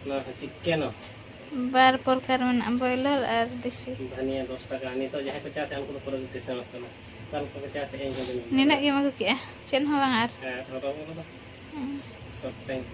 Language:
Santali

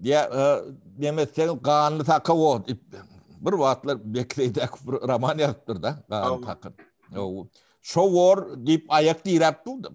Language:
Turkmen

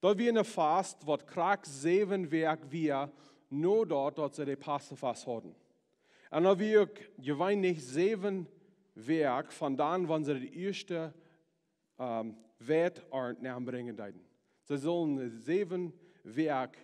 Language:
Plautdietsch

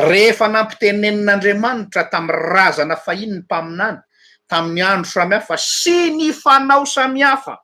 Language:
Malagasy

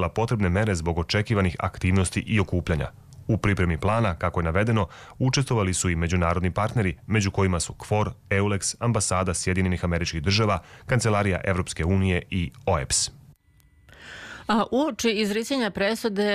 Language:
Serbian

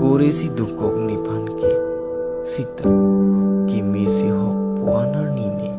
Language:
Karbi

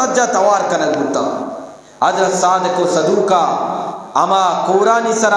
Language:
Eastern Balochi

